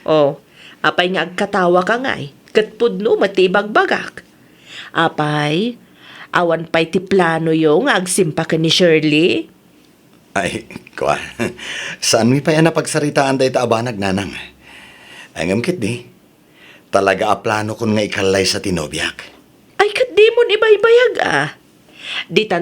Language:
Iloko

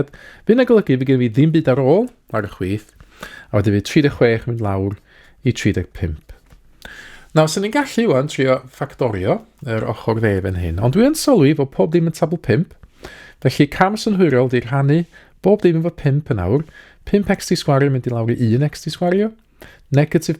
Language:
Welsh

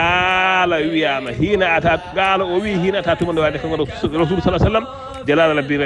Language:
Fula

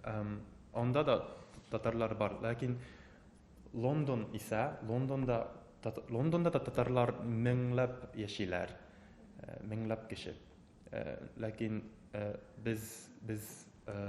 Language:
Tatar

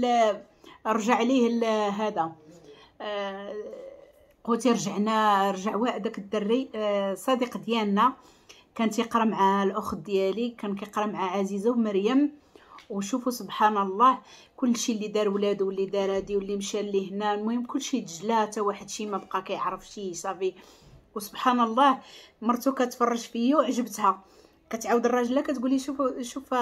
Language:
Moroccan Arabic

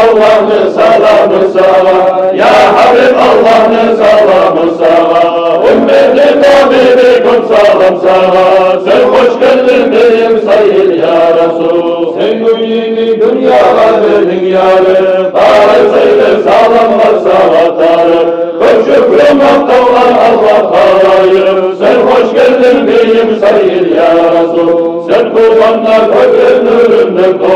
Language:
Kumyk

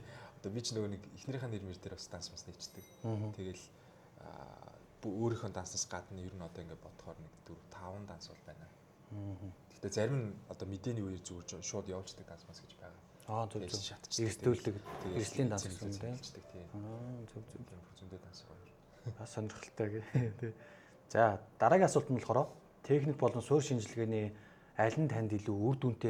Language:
Mongolian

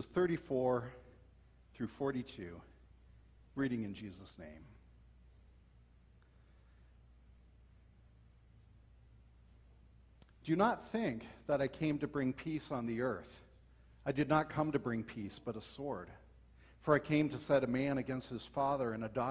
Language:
English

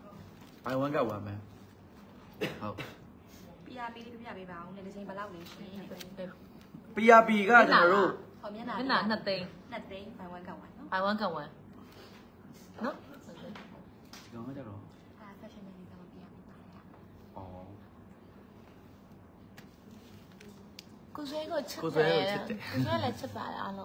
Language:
Burmese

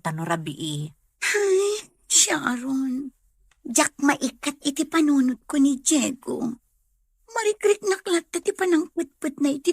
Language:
Iloko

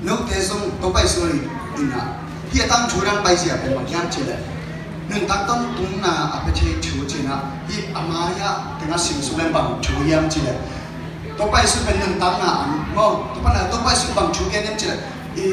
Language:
Tedim Chin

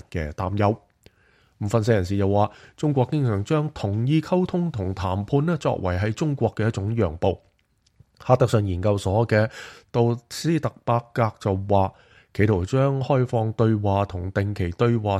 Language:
Cantonese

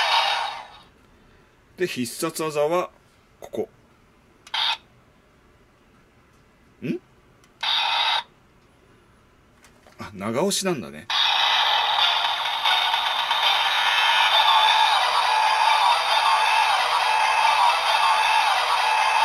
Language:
Japanese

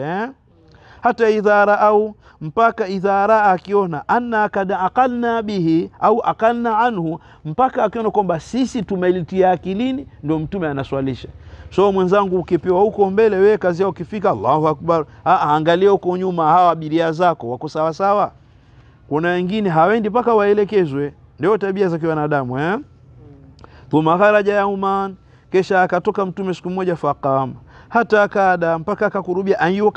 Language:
Swahili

